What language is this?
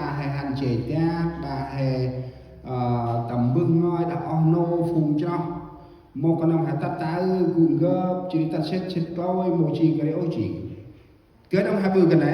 Central Mnong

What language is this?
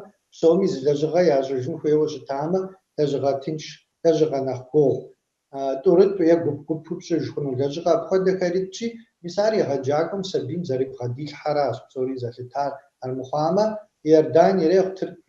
Kabardian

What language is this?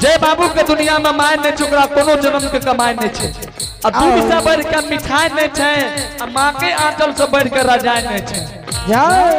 Angika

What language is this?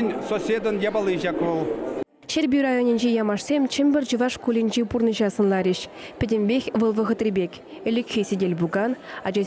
Chuvash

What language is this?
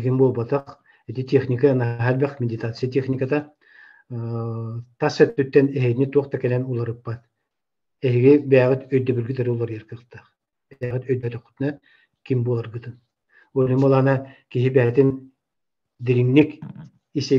Yakut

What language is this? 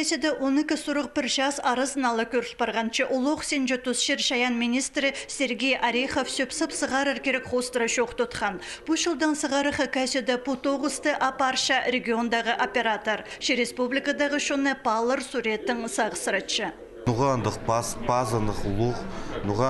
Khakas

